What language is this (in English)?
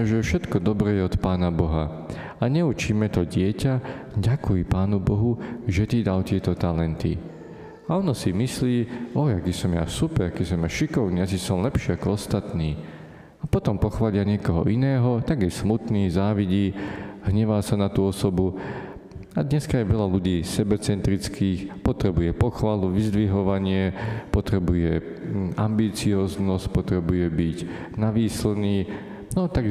Slovak